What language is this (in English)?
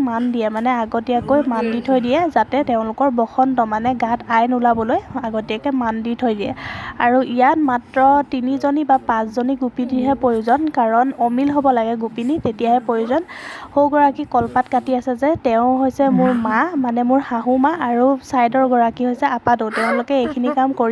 Assamese